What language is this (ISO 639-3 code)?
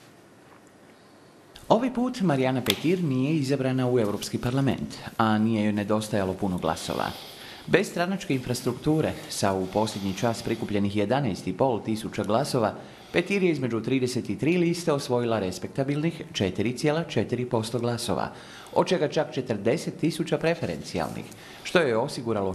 hrv